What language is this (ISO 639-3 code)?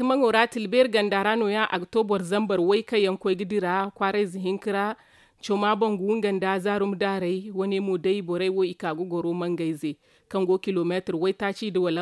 dje